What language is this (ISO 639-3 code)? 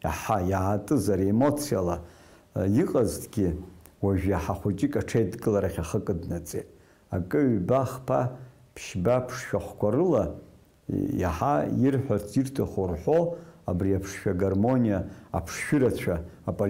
abk